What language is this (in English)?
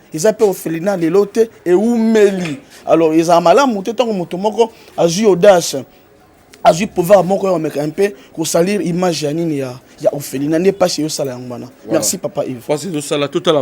Lingala